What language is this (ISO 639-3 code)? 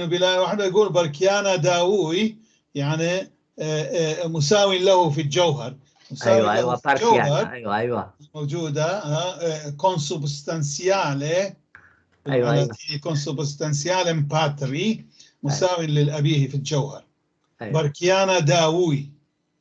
apc